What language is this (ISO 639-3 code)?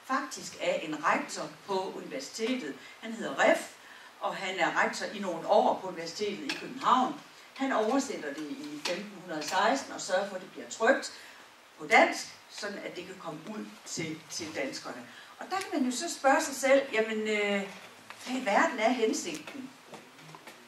dan